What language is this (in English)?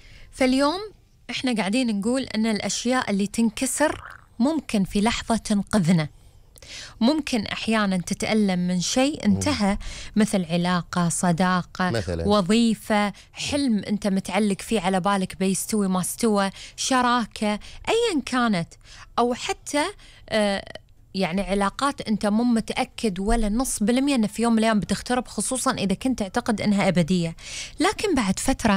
Gulf Arabic